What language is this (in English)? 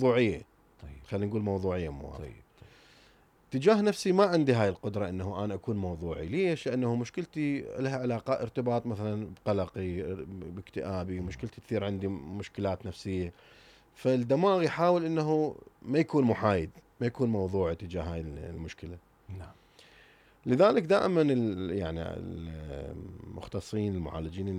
Mesopotamian Arabic